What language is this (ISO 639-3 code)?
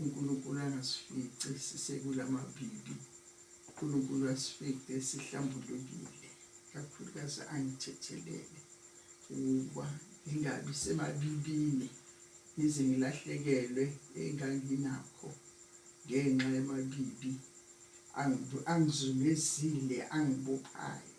zul